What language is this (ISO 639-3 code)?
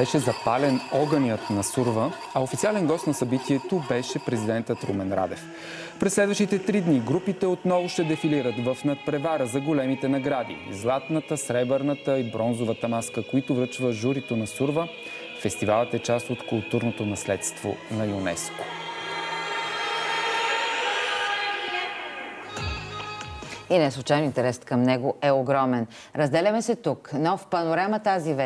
bul